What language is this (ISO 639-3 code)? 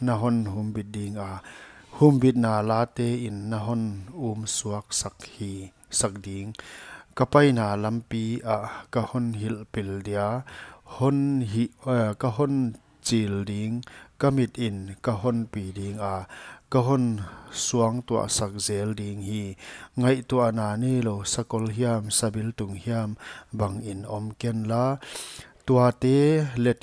pck